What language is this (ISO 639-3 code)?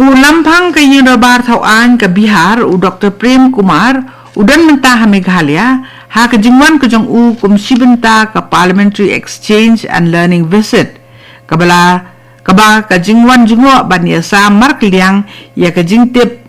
kha